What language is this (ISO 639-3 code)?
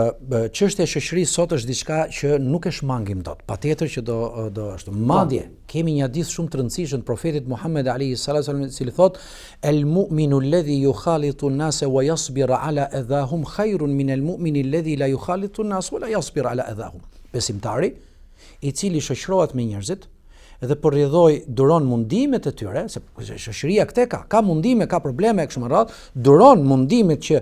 sqi